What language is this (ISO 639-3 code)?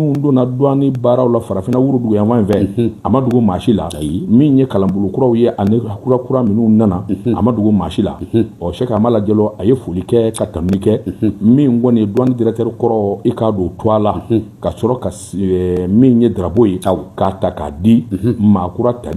bam